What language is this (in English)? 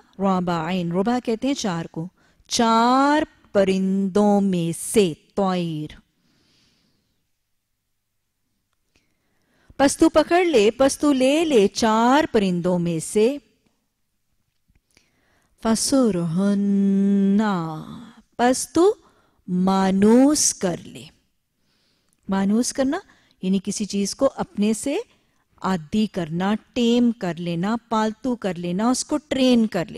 Urdu